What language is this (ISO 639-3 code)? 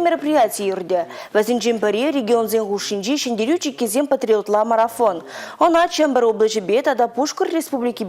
chv